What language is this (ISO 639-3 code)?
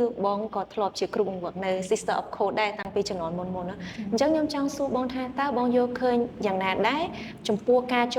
khm